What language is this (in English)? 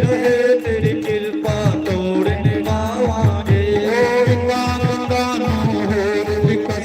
Dogri